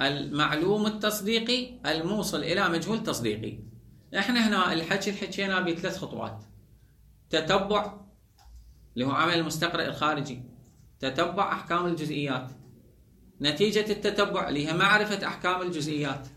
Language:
Mesopotamian Arabic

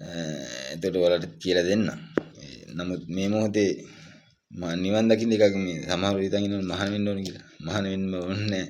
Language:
Sinhala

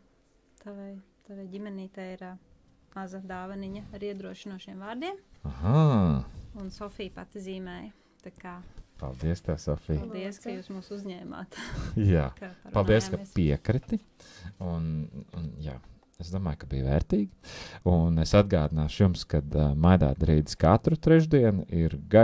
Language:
Latvian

